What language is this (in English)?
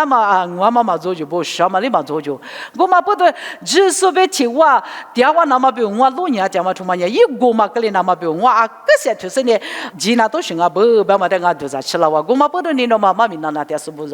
Lisu